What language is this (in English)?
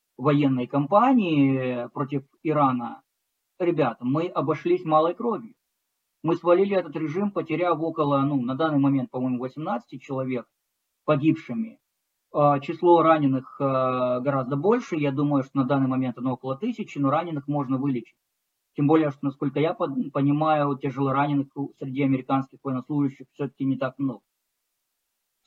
Russian